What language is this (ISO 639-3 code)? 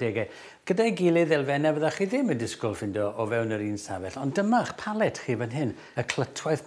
cym